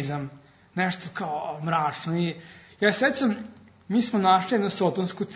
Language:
Serbian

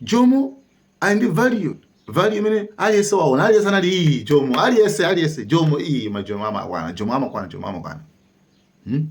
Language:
Nyanja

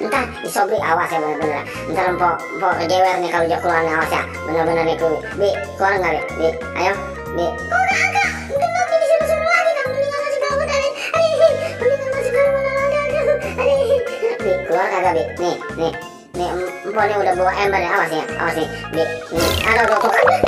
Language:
Betawi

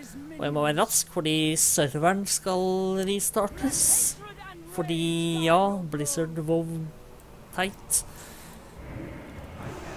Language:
Norwegian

